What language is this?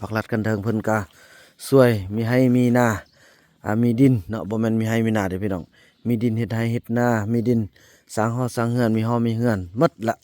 Lao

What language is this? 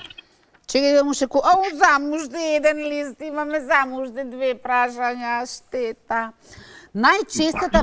Macedonian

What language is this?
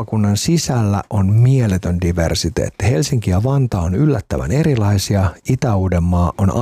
Finnish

